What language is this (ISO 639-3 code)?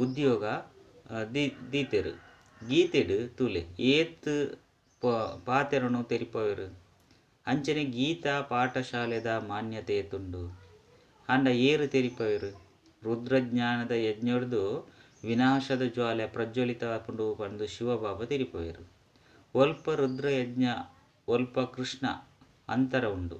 tcy